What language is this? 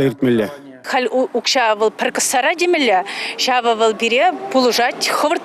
Chuvash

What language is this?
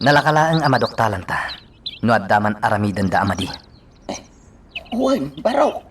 Iloko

